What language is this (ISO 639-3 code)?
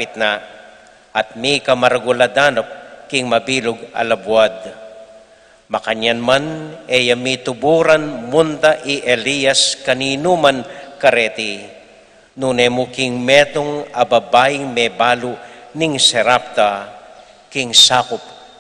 pam